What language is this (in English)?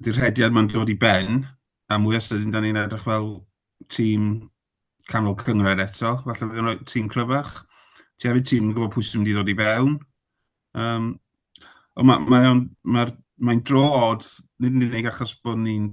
Welsh